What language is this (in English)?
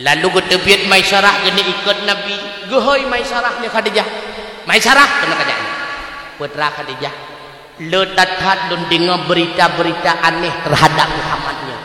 Achinese